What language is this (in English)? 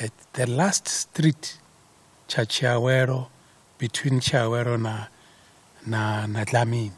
Venda